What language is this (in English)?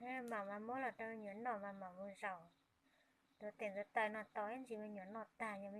Hmong